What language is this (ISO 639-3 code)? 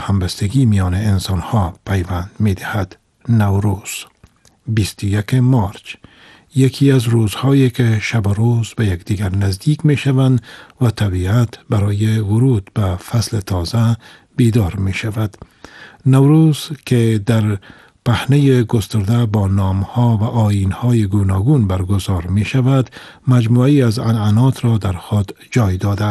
fas